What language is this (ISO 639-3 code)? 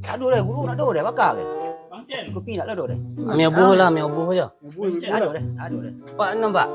min